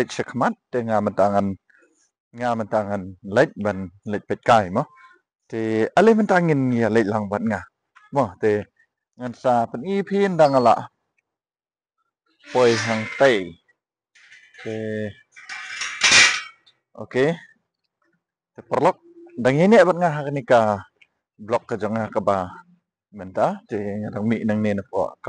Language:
Khasi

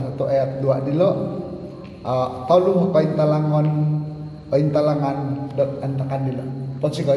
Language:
Central Dusun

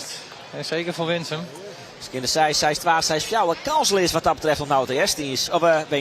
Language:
Western Frisian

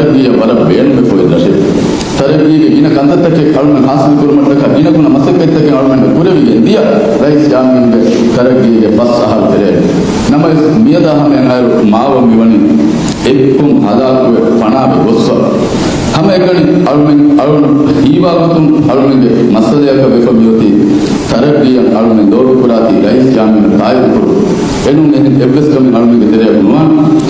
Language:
Divehi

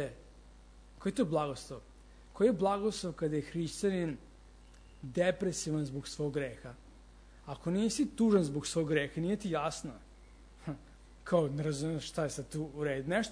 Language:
Serbian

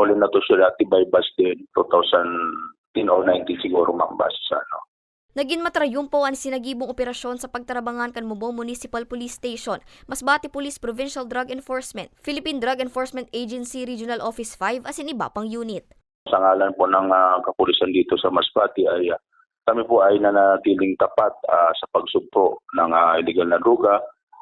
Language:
Bikol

